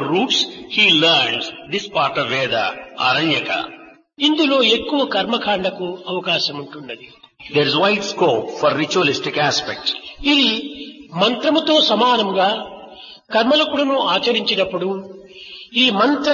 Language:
Telugu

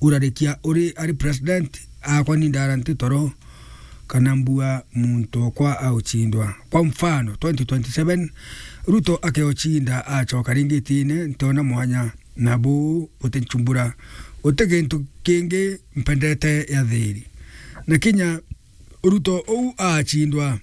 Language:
Meru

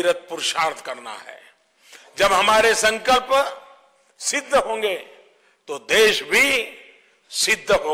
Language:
Hindi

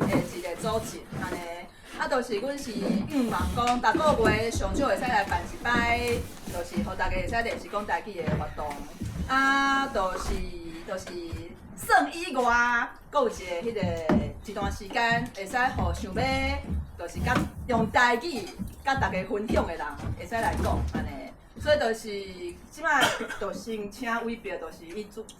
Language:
Min Nan Chinese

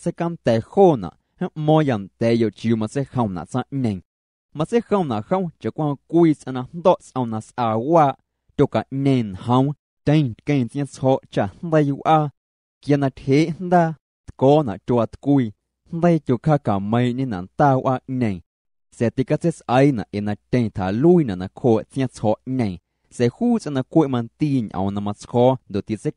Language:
Guerrero Amuzgo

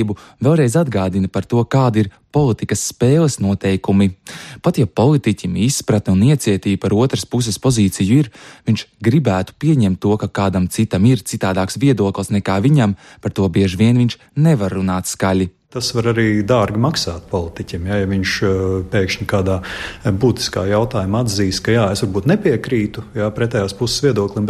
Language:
Latvian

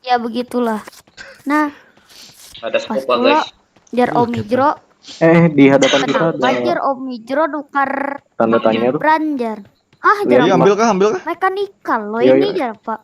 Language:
Banjar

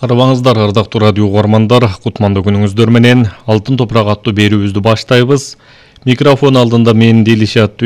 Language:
Kyrgyz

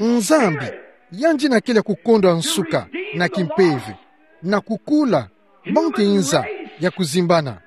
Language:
Kituba (Democratic Republic of Congo)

